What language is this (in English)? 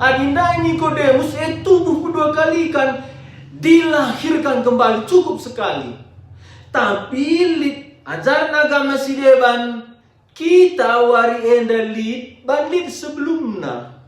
Batak Karo